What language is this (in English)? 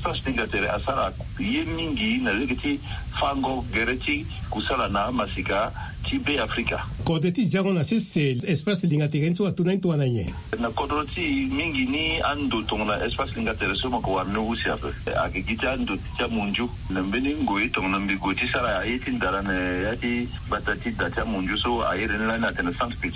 Sango